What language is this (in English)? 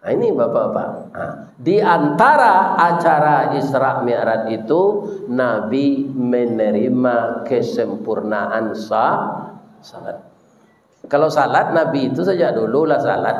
Minangkabau